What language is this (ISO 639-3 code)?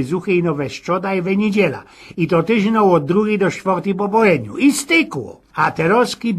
szl